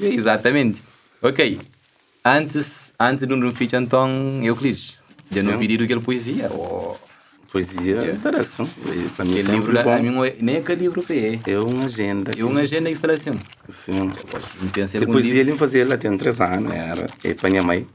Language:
Kabuverdianu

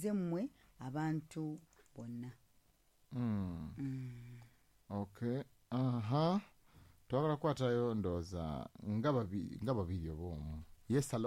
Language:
Ganda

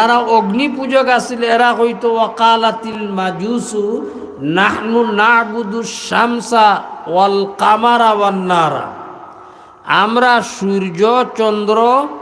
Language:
Sylheti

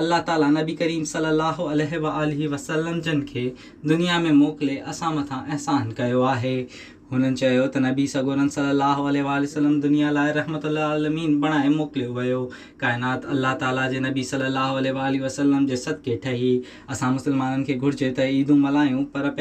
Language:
Sindhi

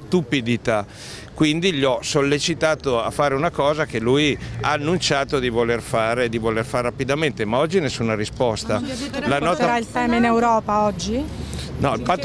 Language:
Italian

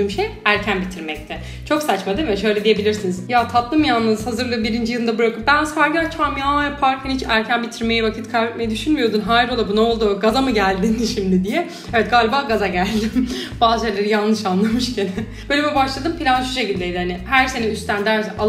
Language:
Turkish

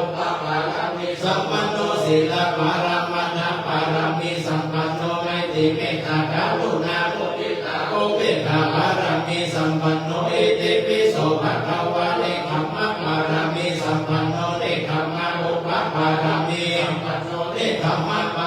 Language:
Pali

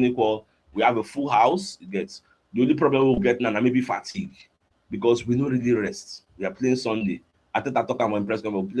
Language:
Nigerian Pidgin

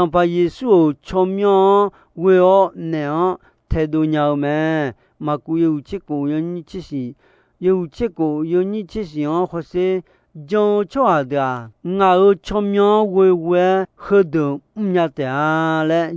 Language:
Akha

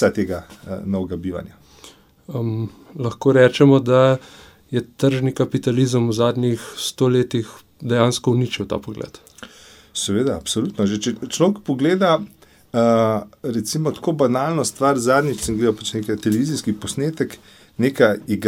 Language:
Slovenian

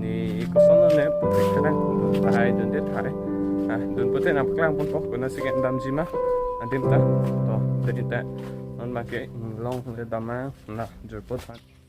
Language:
Karbi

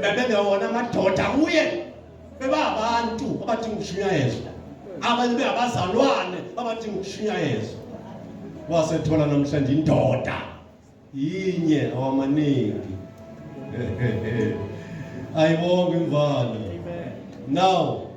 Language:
Zulu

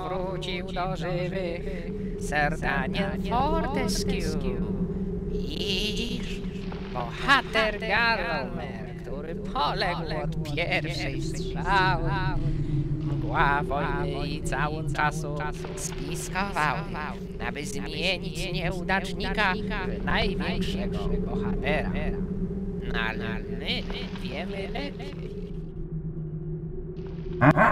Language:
Polish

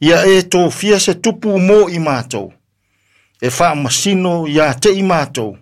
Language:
Samoan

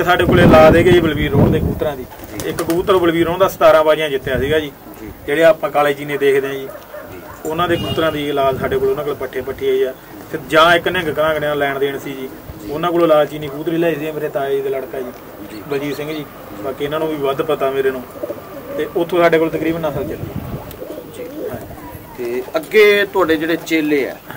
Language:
Punjabi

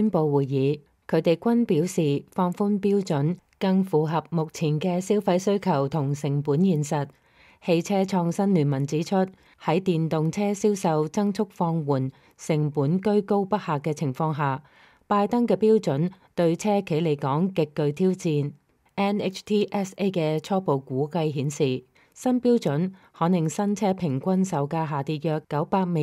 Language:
Cantonese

